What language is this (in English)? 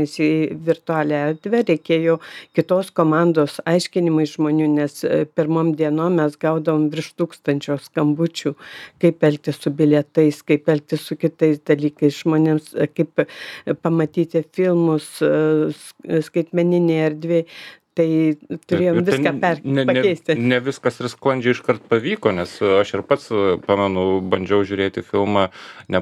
Lithuanian